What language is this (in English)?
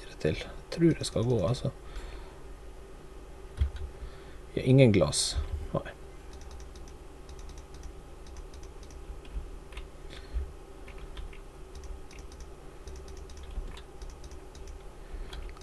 Norwegian